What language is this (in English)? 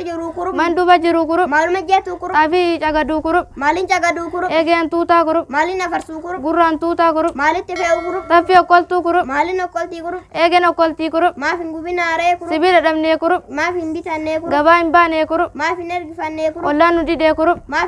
Oromo